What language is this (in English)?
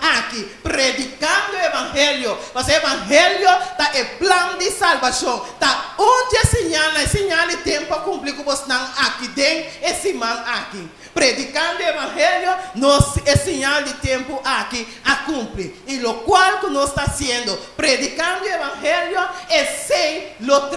Papiamento